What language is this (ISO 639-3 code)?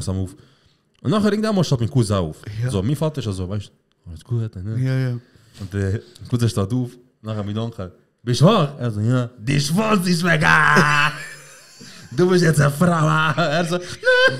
gsw